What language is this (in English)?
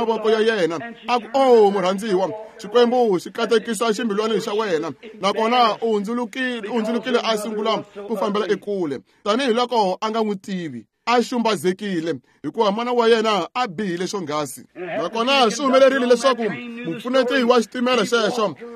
Tsonga